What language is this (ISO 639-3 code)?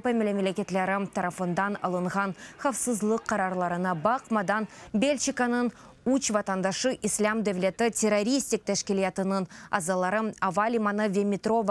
crh